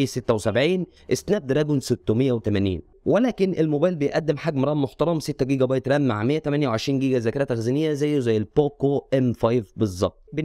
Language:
Egyptian Arabic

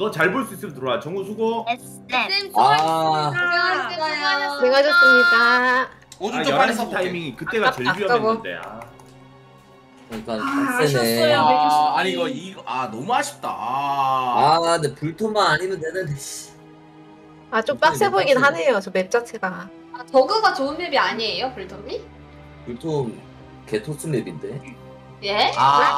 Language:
Korean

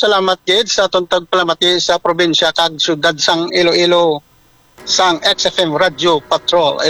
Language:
Hiligaynon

